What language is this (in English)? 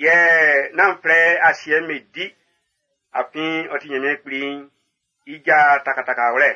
Baoulé